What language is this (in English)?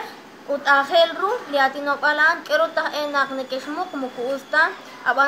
Kekchí